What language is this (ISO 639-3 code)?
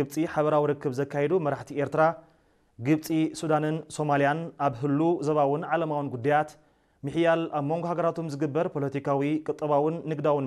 tir